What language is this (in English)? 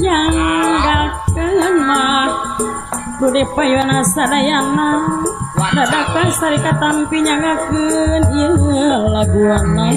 Sundanese